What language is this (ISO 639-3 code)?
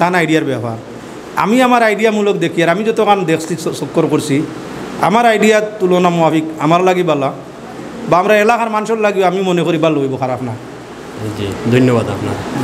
syl